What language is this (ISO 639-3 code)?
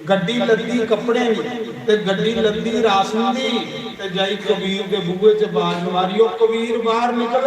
doi